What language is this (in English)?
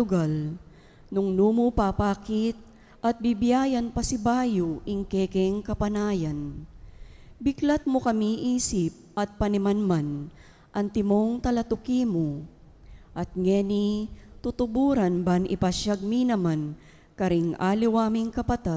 Pampanga